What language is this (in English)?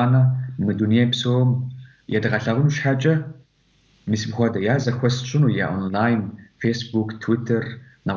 Kabardian